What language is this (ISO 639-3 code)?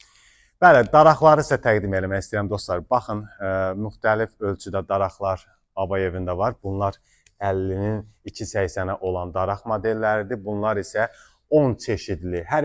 aze